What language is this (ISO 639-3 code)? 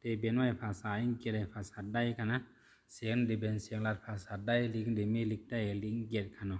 shn